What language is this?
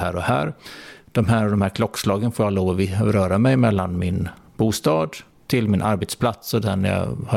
Swedish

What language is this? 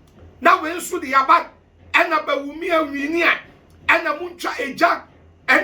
Akan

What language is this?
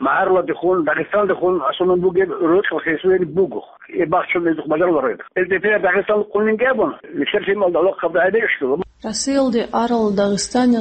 Avaric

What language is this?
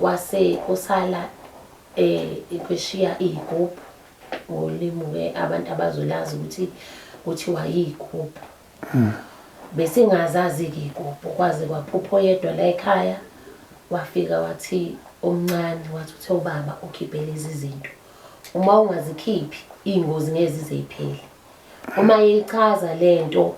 Zulu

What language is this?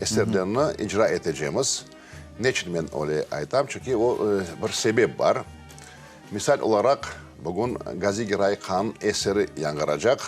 Crimean Tatar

